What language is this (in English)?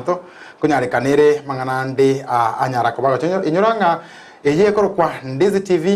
Gusii